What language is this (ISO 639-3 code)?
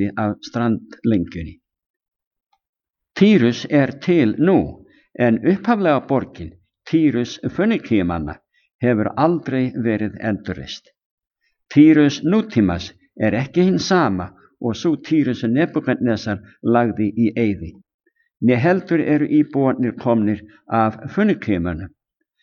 isl